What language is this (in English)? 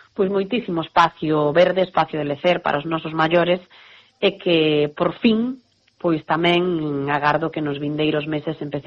Galician